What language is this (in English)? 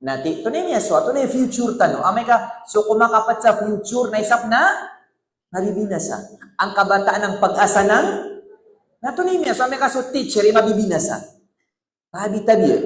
Maranao